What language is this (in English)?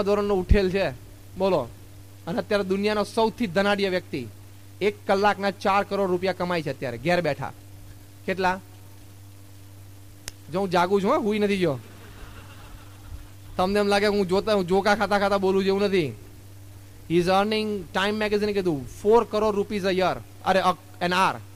Gujarati